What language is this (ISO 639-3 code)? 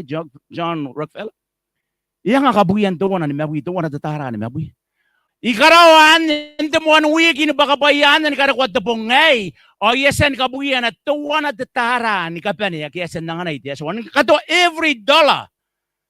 gil